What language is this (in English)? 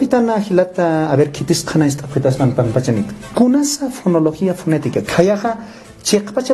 Aymara